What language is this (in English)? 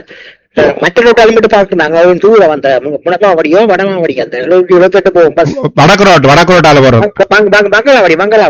Tamil